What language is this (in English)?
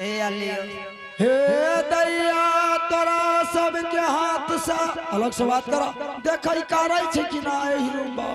Angika